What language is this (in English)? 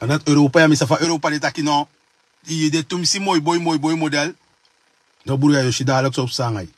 Sranan Tongo